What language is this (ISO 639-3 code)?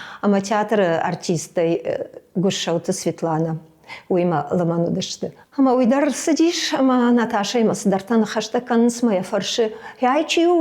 oss